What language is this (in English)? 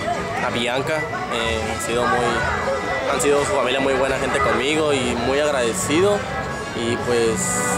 Spanish